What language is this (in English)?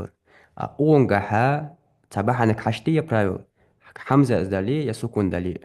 Ingush